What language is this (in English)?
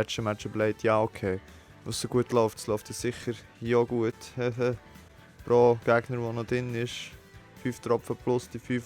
Swiss German